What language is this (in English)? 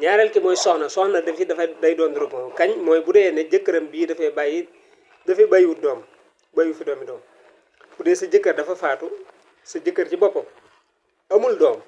Wolof